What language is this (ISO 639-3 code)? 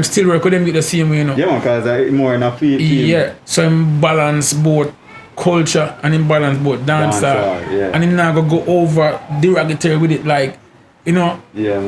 jam